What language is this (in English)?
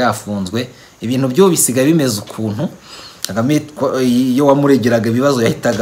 Kinyarwanda